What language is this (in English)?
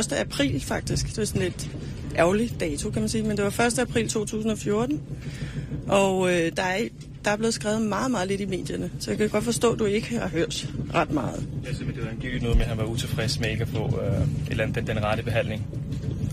Danish